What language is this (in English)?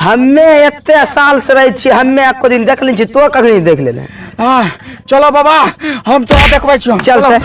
Angika